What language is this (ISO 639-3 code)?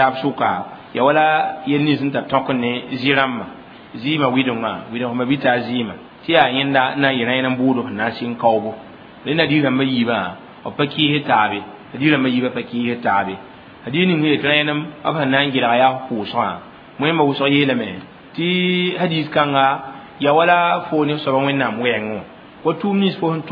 mos